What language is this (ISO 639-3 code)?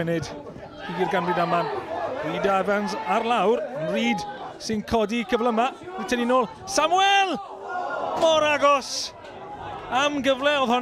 cym